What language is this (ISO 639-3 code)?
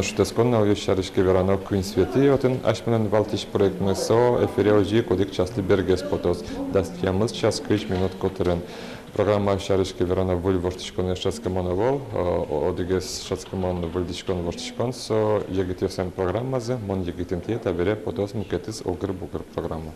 udm